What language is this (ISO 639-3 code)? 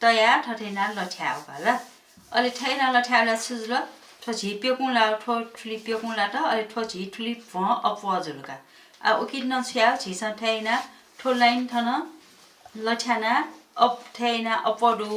new